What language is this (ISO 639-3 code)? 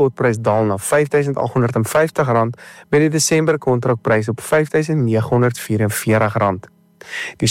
afr